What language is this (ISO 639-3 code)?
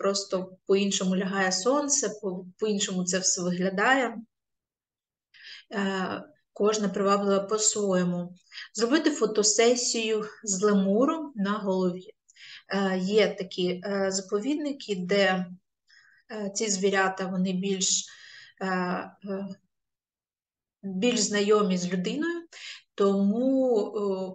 ukr